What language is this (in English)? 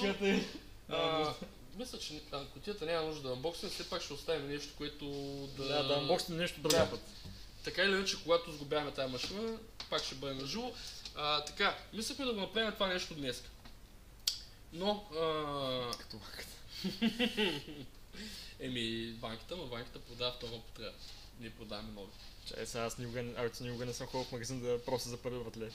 Bulgarian